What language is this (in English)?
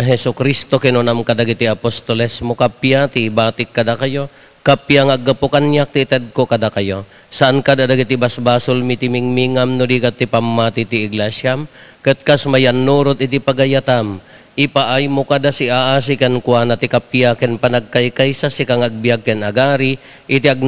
Iloko